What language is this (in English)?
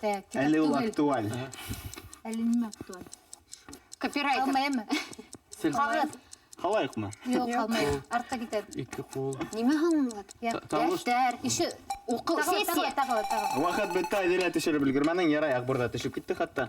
Bashkir